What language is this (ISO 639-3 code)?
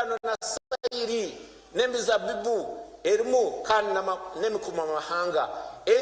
nyn